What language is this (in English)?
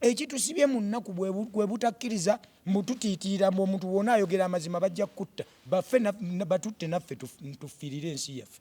Ganda